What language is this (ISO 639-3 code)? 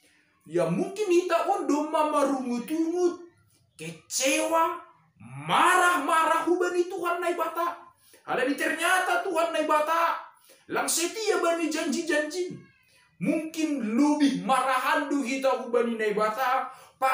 bts